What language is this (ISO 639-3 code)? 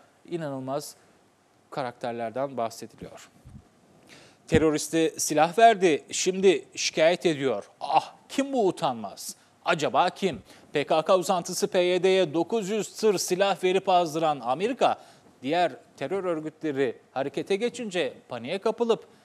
tur